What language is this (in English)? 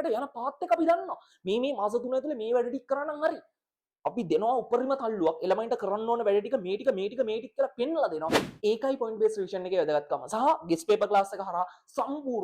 Sinhala